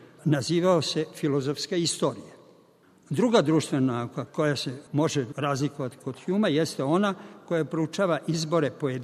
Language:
Serbian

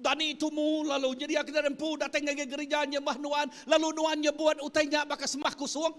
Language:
Iban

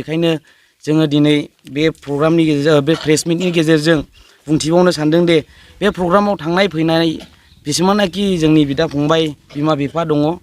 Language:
Bodo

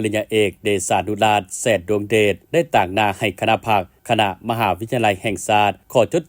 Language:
Lao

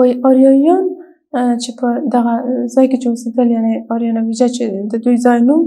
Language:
Pashto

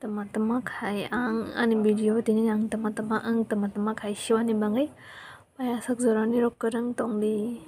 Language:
Kok Borok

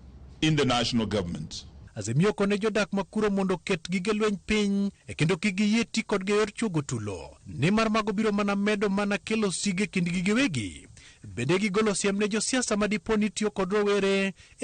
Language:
Luo (Kenya and Tanzania)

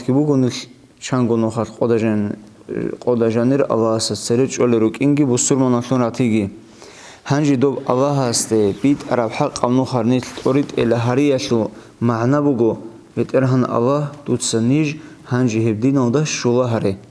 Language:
Avaric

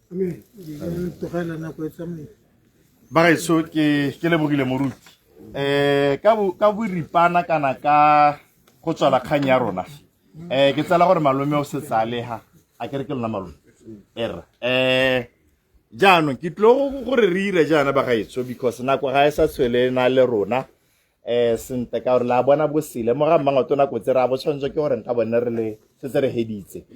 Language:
Tswana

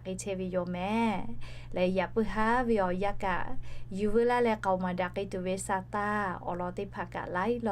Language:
Lahu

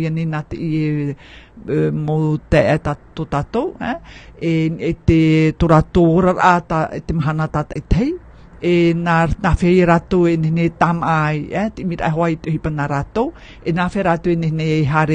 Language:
Tahitian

